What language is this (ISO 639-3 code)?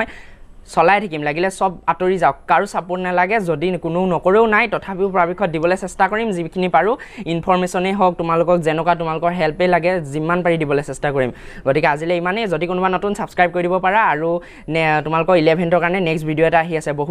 asm